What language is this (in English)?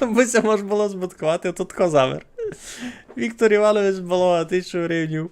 Rusyn